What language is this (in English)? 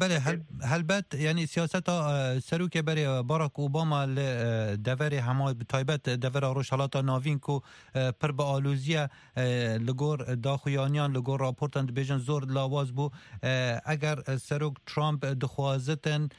Kurdish